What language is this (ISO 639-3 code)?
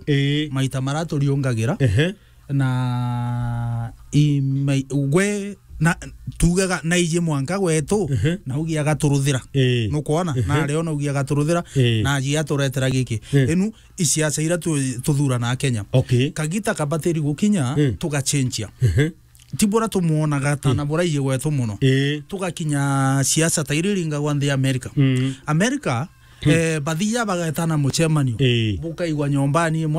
mer